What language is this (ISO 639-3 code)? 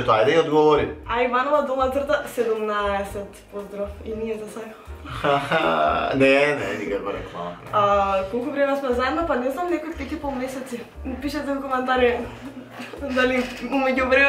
mkd